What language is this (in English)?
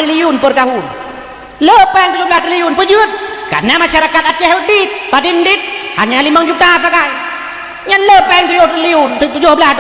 Achinese